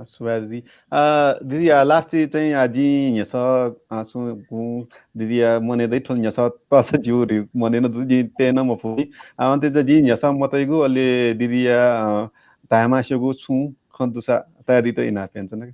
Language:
Newari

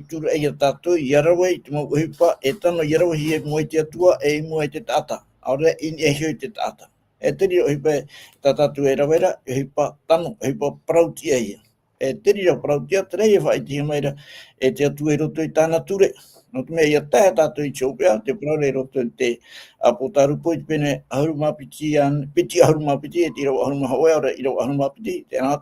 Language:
Tahitian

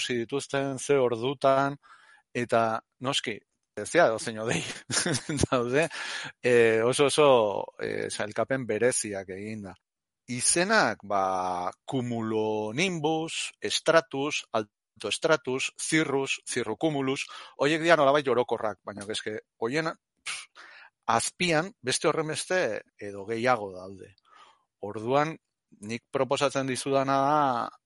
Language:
Basque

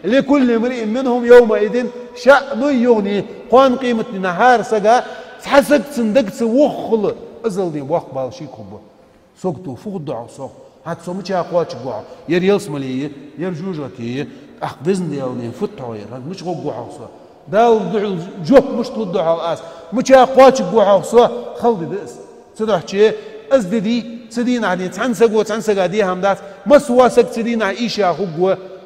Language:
Ingush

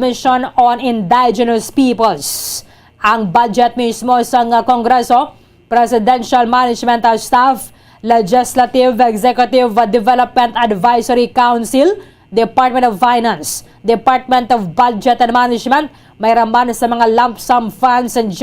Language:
Hiligaynon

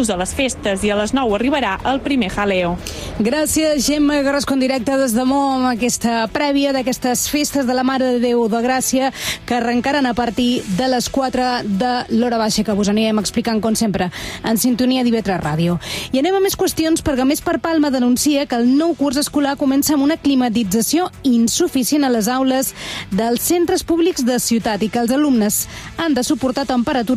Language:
Catalan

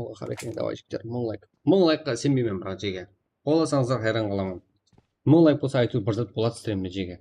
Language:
Kara-Kalpak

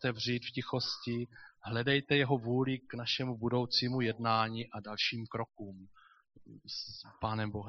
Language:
Czech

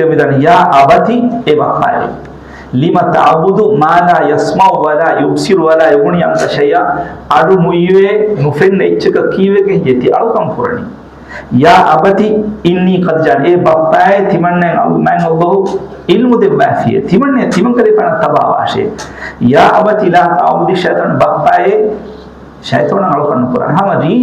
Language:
Divehi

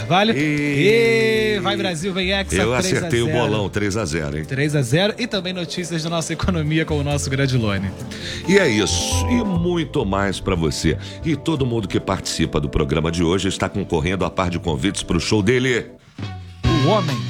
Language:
Portuguese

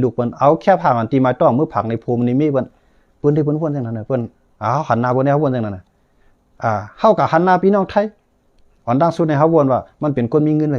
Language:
Shan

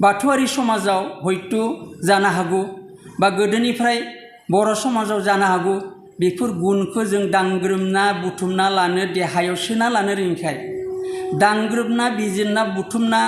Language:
Bodo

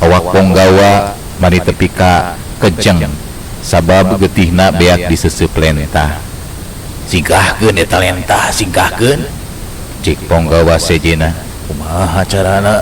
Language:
Sundanese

